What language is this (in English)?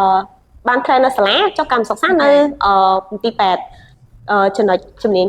Khmer